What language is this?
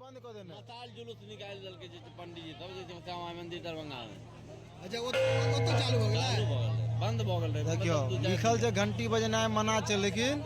Maithili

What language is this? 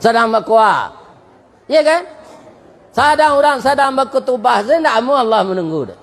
Minangkabau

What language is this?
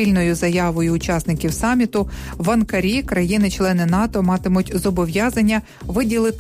Ukrainian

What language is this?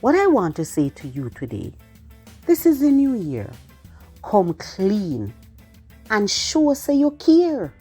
Jamaican Creole English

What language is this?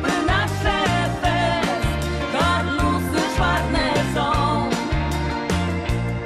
Polish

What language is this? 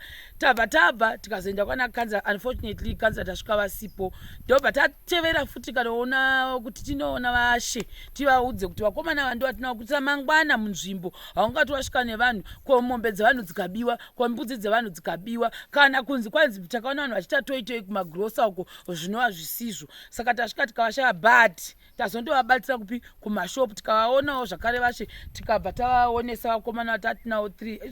Shona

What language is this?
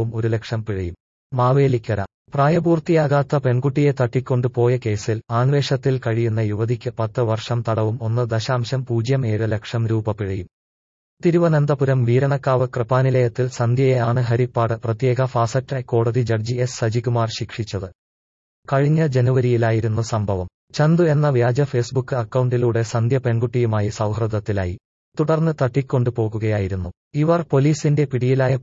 Malayalam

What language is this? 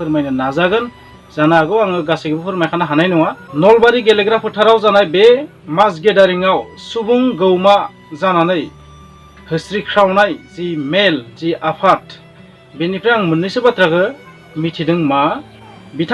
Bodo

